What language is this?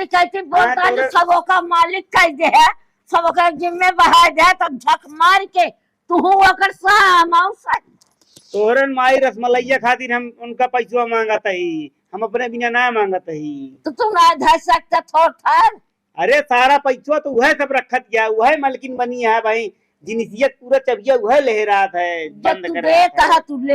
Awadhi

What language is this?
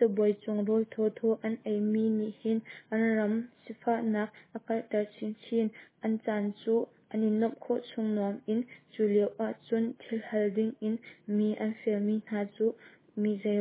Hakha Chin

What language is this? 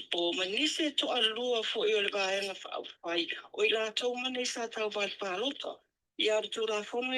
Samoan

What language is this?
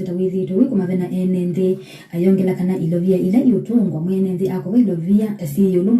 Kamba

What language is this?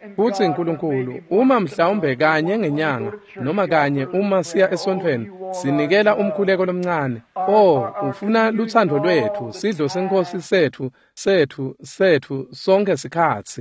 Swati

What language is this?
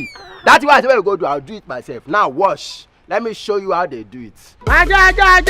Nigerian Pidgin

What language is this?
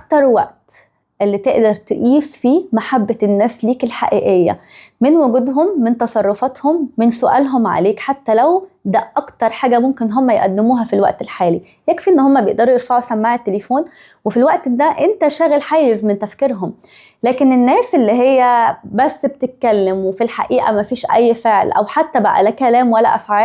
Egyptian Arabic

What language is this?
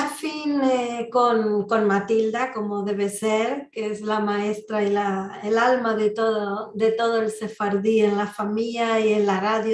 Ladino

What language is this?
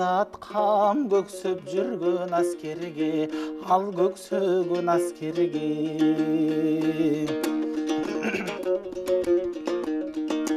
Kyrgyz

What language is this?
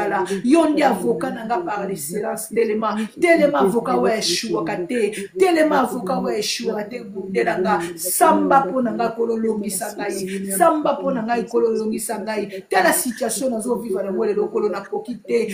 Lingala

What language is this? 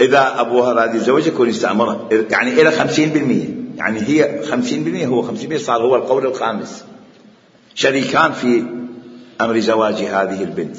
Mesopotamian Arabic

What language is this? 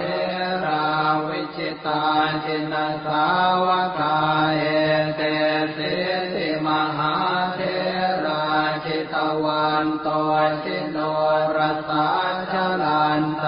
Pali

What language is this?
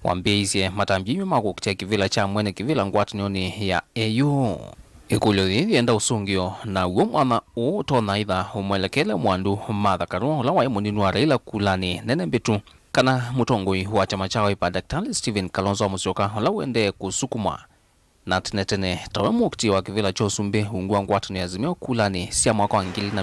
Kamba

